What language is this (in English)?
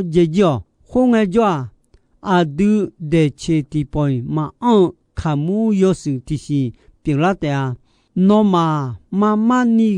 Akha